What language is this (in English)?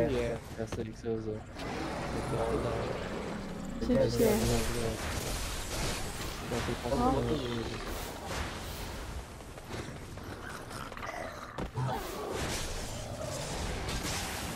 Portuguese